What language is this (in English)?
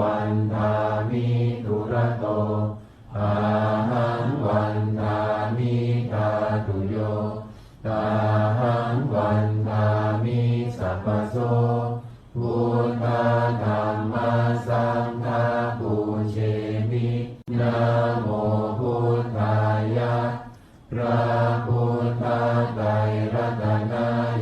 Pali